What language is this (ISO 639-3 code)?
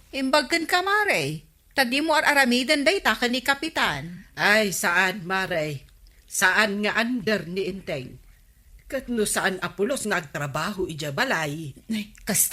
ilo